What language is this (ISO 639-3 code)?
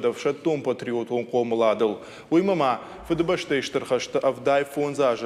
oss